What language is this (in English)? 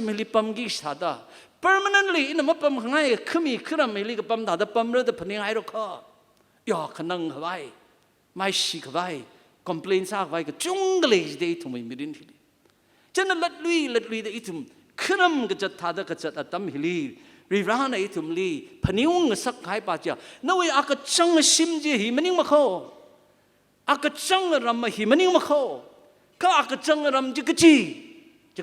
Tangkhul Naga (India)